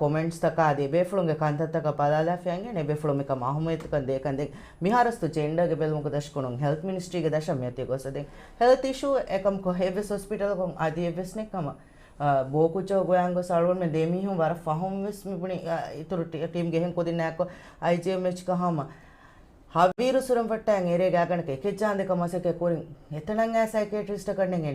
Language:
Divehi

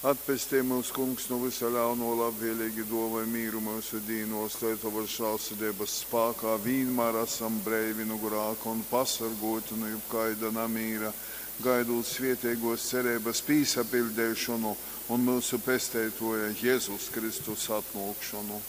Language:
Latgalian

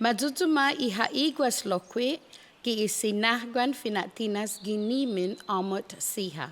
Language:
Chamorro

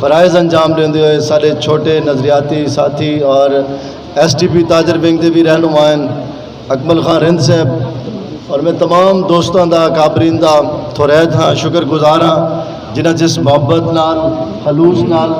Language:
Saraiki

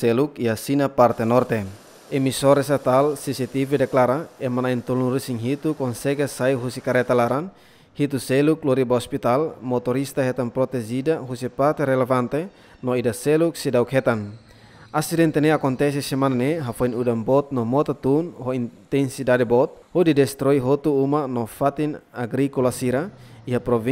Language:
Tetum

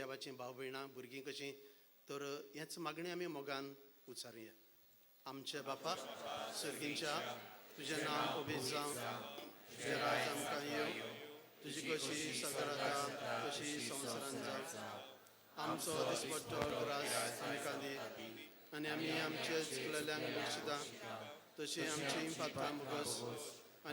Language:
Konkani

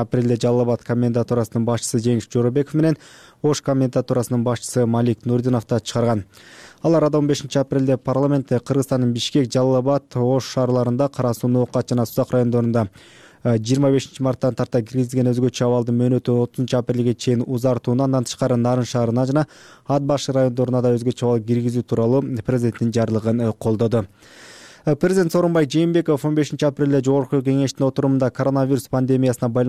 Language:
Kyrgyz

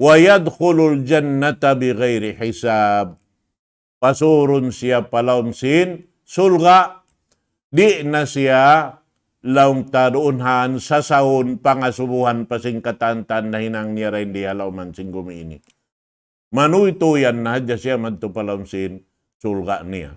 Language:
Tausug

